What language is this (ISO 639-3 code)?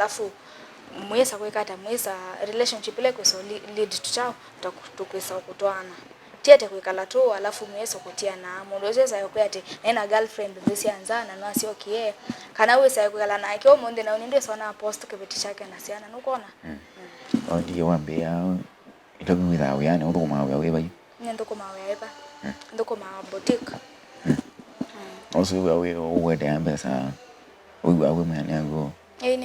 kam